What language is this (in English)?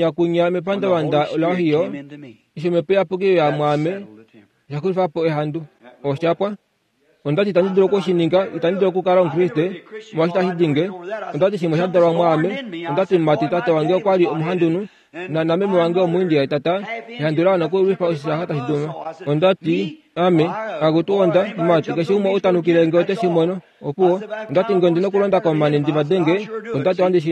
Kuanyama